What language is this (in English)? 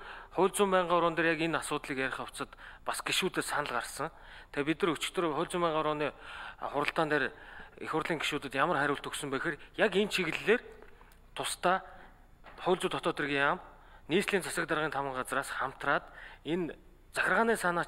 Mongolian